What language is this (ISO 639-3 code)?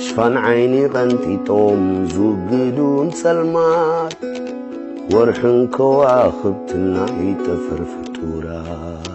tir